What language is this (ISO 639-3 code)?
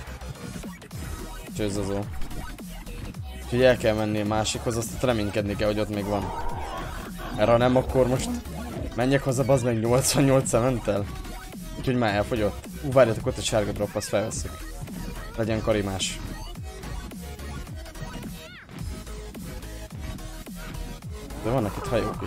hun